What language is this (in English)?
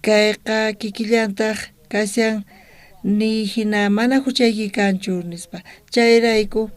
South Bolivian Quechua